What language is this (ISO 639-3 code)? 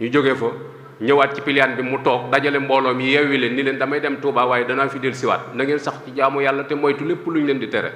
wol